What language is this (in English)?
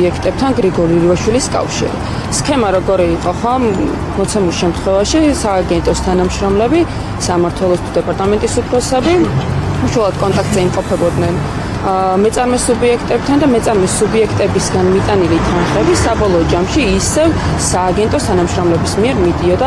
Georgian